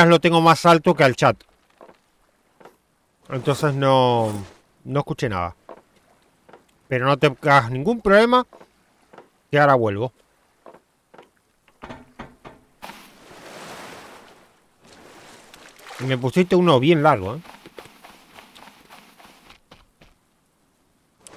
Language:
Spanish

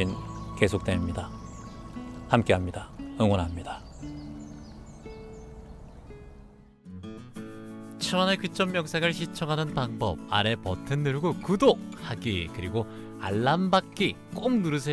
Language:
Korean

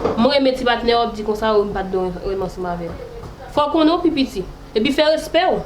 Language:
Haitian Creole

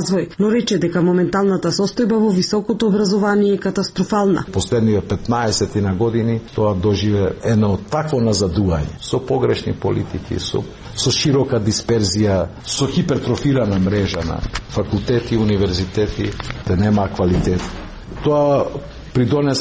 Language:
Macedonian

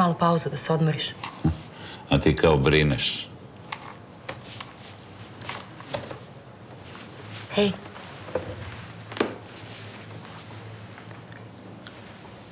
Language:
Serbian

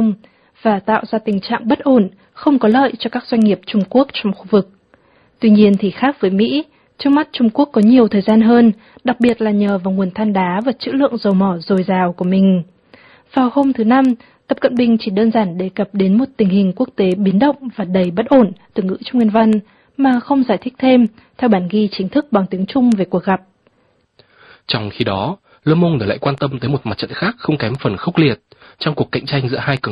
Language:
Vietnamese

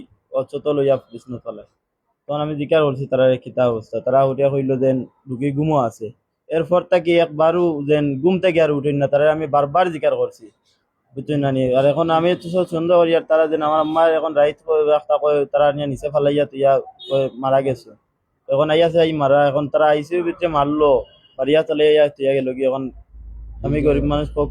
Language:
Sylheti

